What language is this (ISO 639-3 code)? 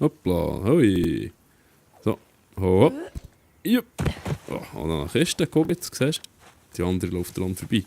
gsw